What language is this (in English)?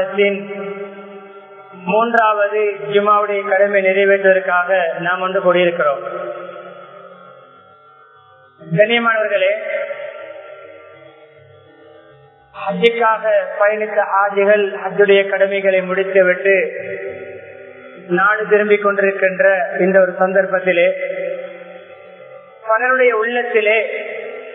Tamil